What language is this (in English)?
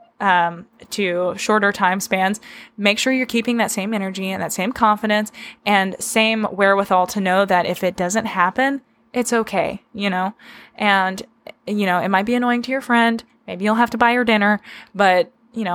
English